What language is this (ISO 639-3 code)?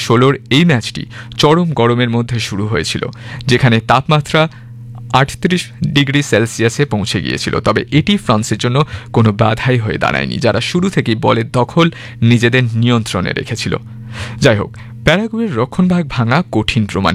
ben